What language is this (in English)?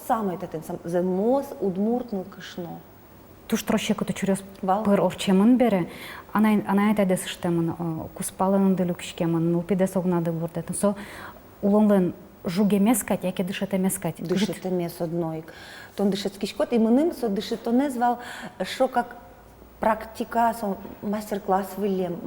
Udmurt